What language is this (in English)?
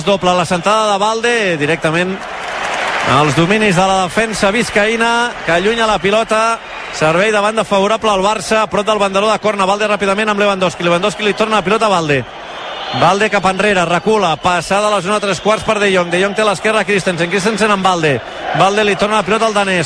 Catalan